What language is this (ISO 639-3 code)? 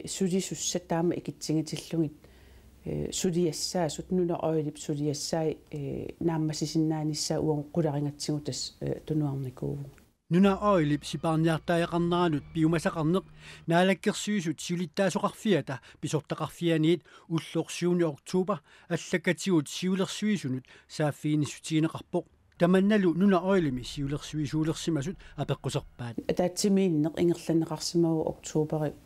kal